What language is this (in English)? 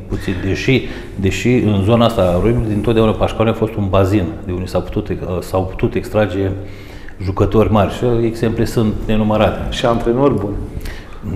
Romanian